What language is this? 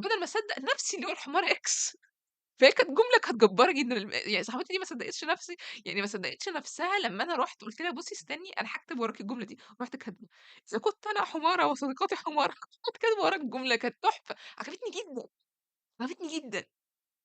Egyptian Arabic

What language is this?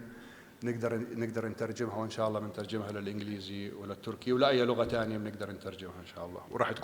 North Levantine Arabic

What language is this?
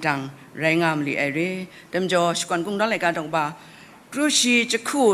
Kachin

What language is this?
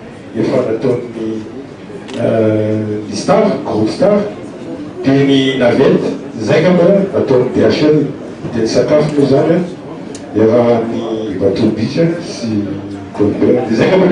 Malagasy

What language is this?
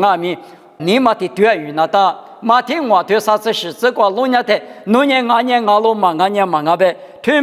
Lisu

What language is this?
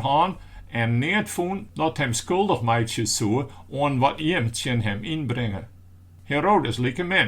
Western Frisian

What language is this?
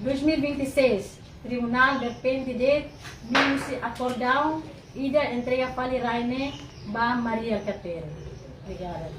Tetum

